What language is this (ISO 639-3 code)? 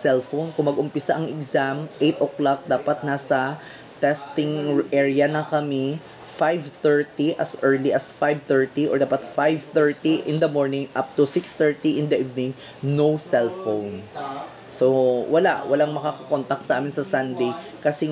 fil